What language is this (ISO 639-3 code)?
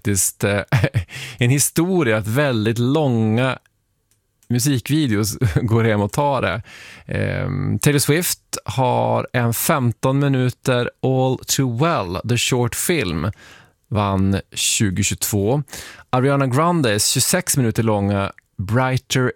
swe